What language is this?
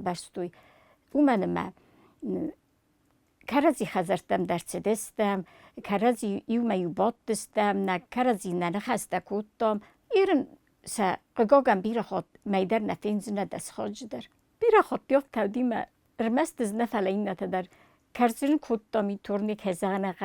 Ossetic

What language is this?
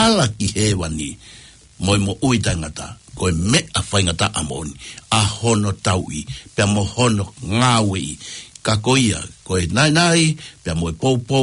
Tongan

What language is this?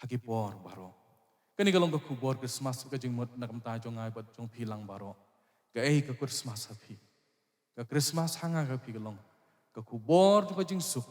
Khasi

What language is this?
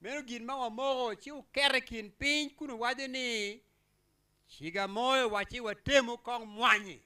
Acoli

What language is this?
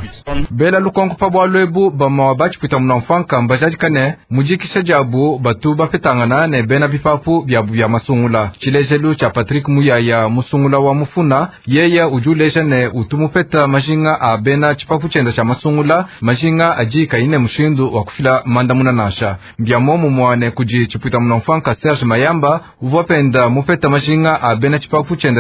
Luba-Lulua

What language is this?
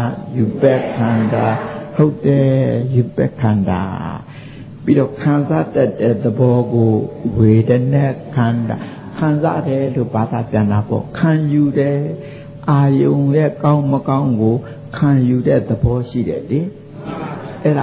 Burmese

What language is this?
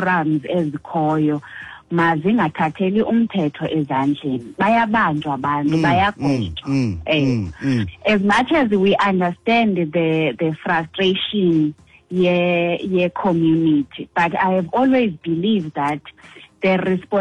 Xhosa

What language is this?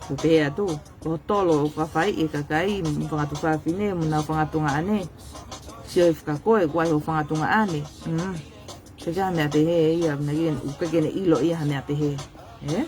Tongan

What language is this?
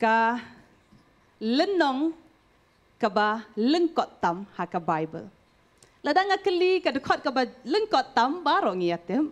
Khasi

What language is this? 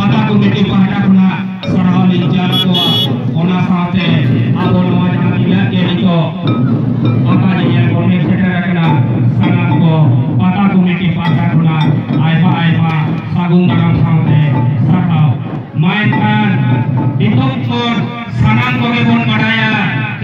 Santali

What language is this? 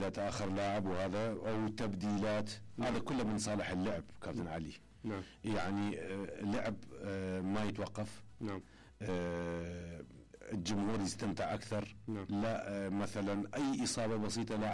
Mesopotamian Arabic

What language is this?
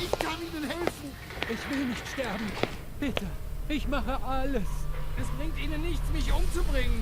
Bavarian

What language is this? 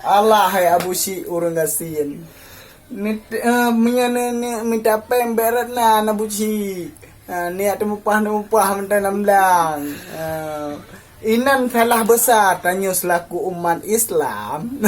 Achinese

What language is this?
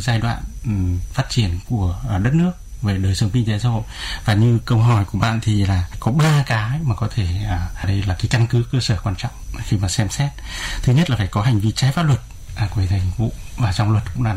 Vietnamese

